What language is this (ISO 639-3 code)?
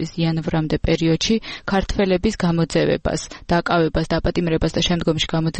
kat